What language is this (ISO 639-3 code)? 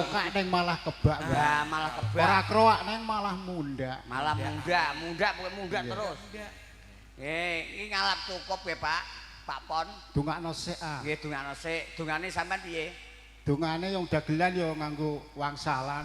jav